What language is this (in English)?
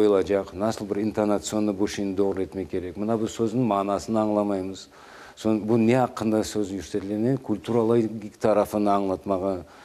Crimean Tatar